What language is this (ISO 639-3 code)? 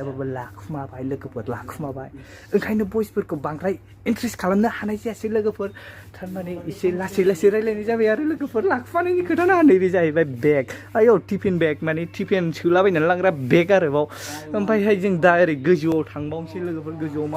brx